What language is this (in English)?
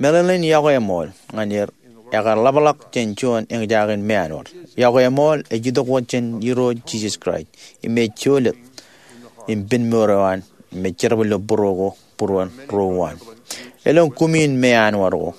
Marshallese